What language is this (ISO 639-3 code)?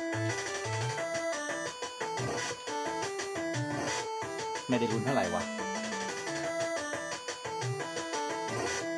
tha